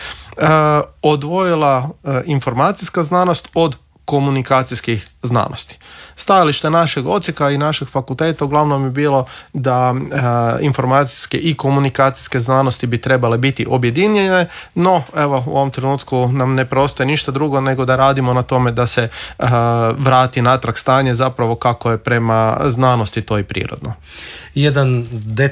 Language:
Croatian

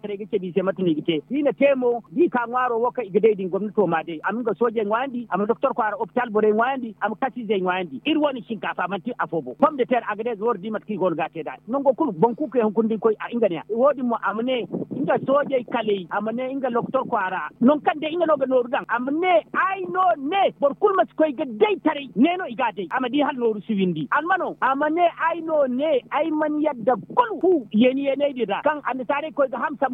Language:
Zarma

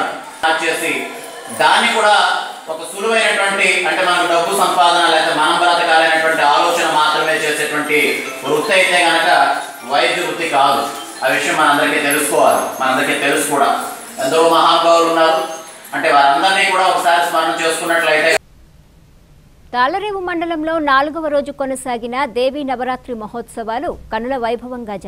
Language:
Telugu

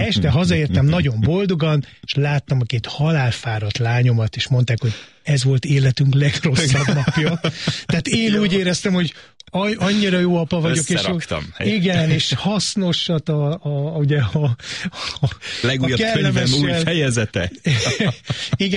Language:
Hungarian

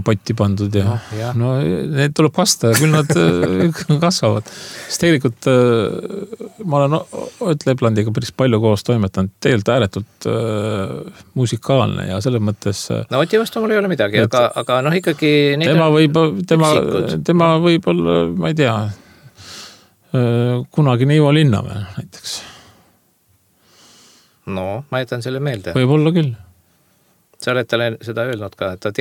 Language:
Estonian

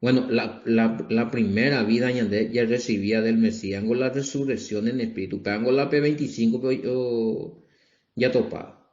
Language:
Guarani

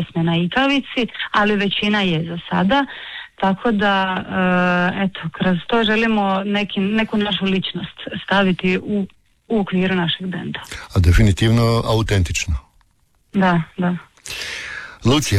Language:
Croatian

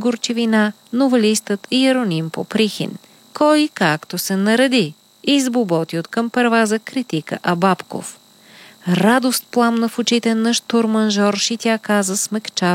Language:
Bulgarian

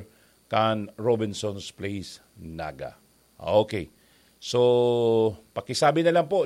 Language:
Bikol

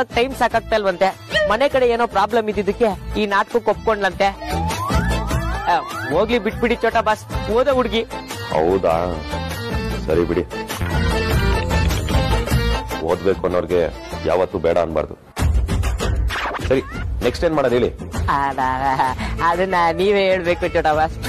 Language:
Kannada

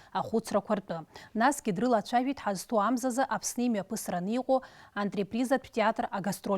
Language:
Abkhazian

